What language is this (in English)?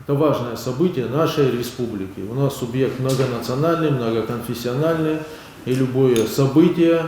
Ossetic